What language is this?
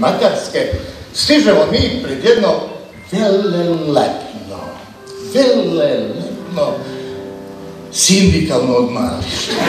Croatian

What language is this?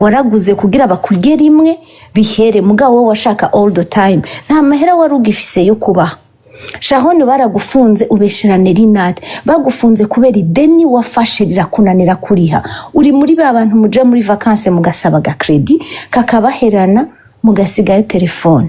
Rundi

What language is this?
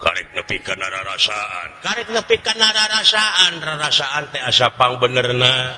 Sundanese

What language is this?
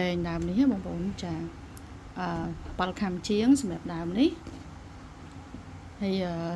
Khmer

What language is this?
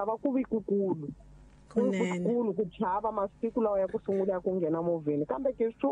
Tsonga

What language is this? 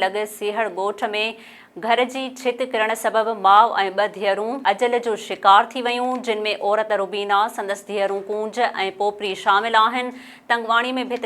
Sindhi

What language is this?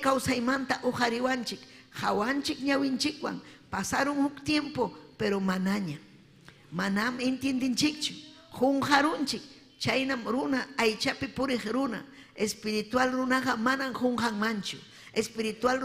Ayacucho Quechua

